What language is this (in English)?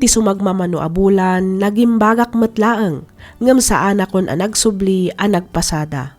Iloko